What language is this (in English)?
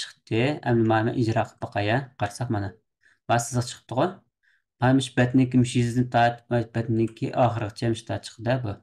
Uyghur